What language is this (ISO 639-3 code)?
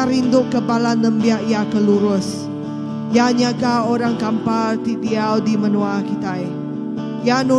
iba